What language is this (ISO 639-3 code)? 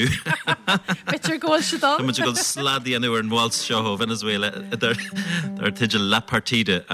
gle